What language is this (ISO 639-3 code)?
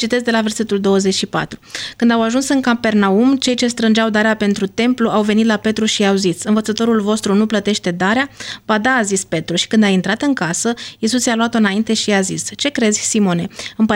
ron